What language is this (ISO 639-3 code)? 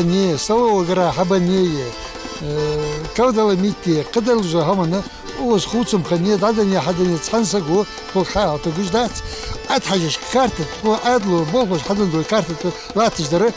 inh